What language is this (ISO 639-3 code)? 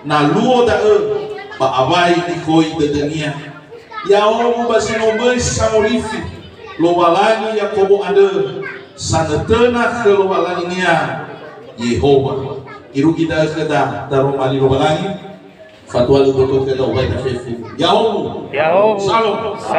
nia